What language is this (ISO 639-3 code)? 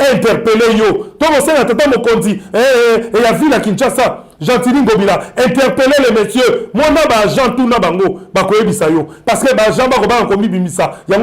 lin